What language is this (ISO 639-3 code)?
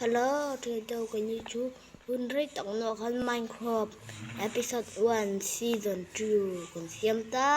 lus